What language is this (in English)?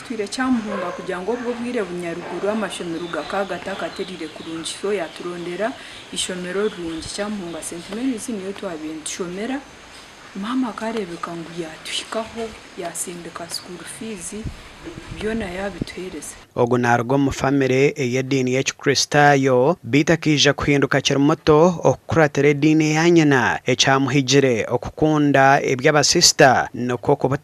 Nyankole